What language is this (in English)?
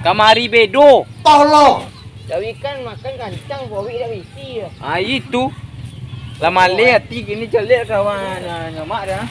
Minangkabau